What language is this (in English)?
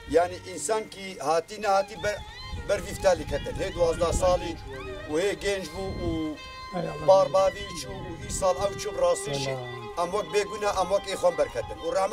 Kurdish